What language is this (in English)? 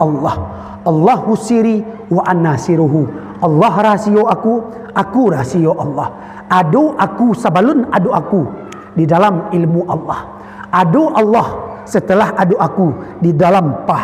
Minangkabau